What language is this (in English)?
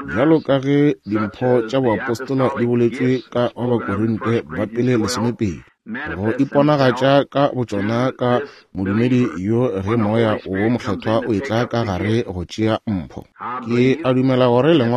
Northern Sotho